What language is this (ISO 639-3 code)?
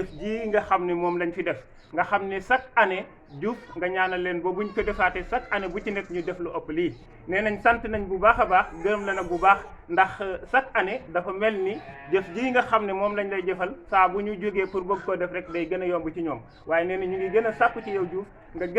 wol